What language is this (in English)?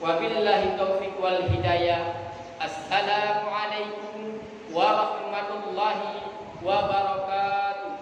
Achinese